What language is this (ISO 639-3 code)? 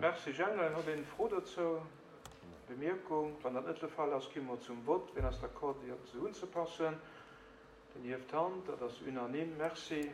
ltz